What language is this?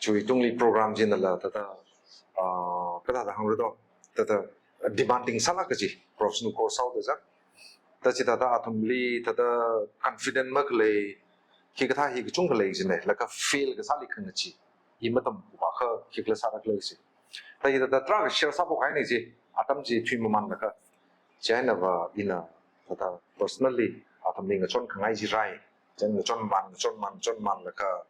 Tangkhul Naga (India)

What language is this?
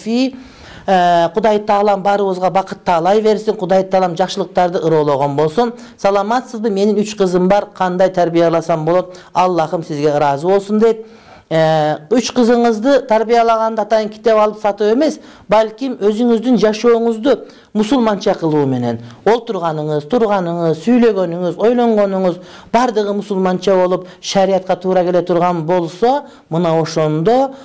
Kyrgyz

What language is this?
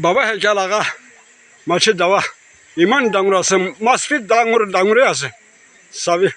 Naga Pidgin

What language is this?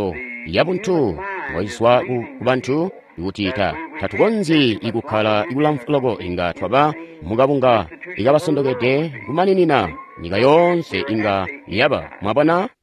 Tonga (Zambia)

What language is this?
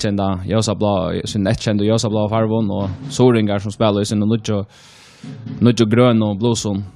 Faroese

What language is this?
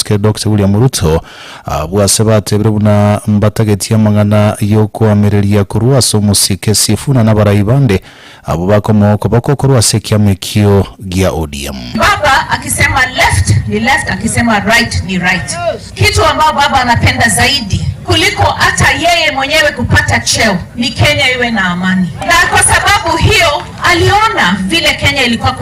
Gusii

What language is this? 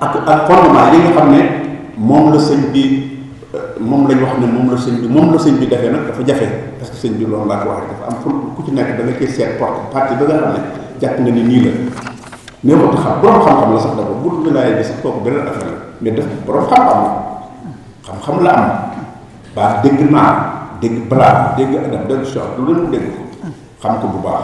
Wolof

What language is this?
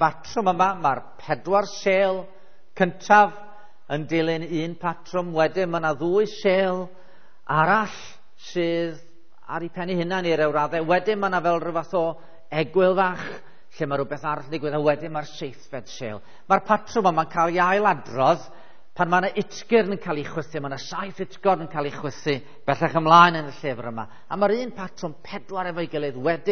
Welsh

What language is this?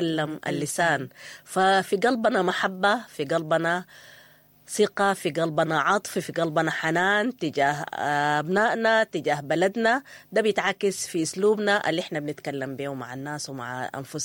Sudanese Arabic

